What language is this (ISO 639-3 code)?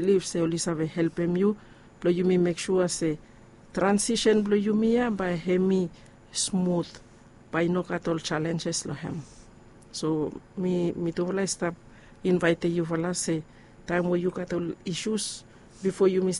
bis